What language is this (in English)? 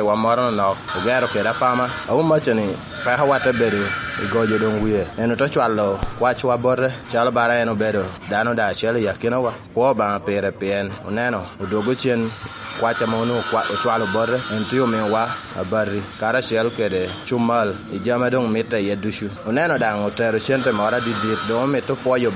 Lango (Uganda)